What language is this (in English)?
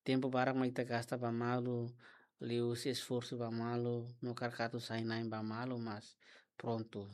Tetum